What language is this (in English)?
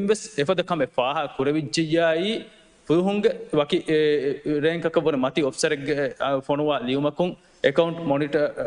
Divehi